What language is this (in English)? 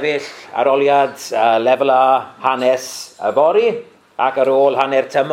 Welsh